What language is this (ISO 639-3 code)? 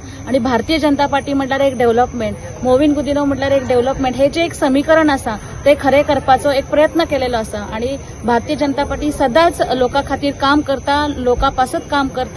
kok